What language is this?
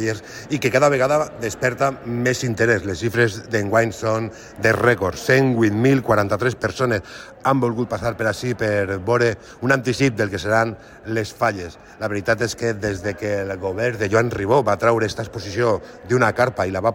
Catalan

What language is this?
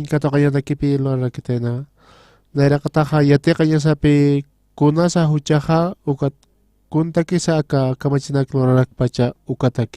Aymara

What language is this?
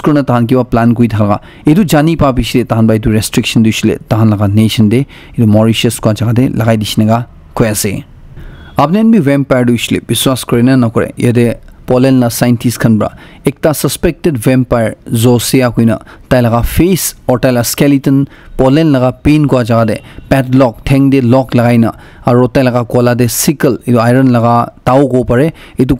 Naga Pidgin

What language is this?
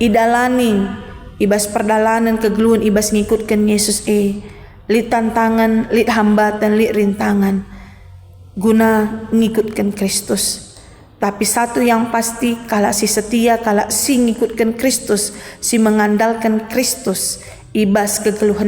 Batak Karo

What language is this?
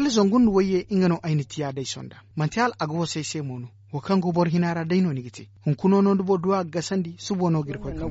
Zarma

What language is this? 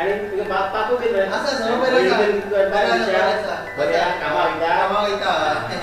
Konkani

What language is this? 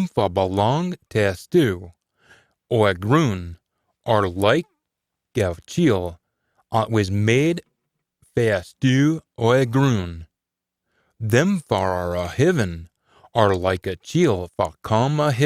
Scots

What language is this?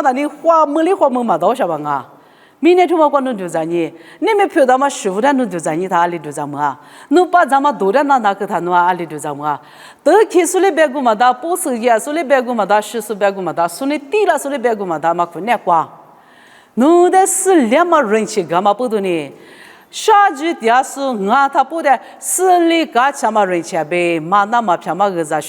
Lisu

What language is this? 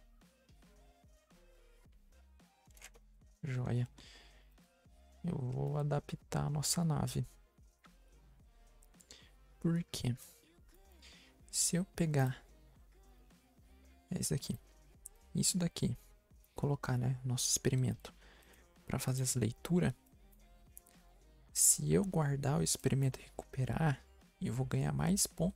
Portuguese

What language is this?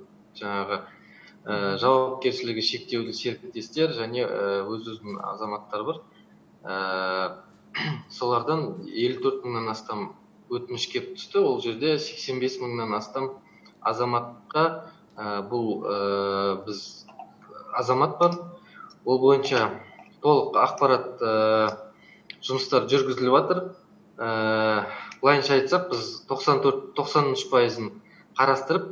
Kazakh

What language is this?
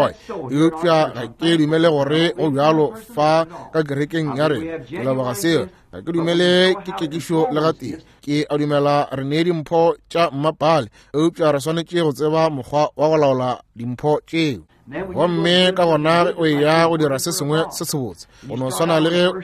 Northern Sotho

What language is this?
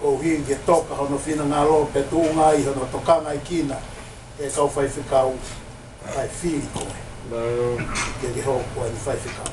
Tongan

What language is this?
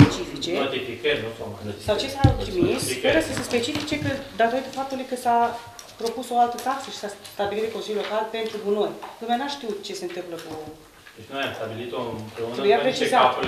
Romanian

